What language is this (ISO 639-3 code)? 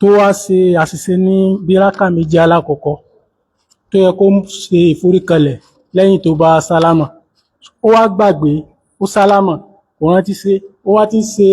yor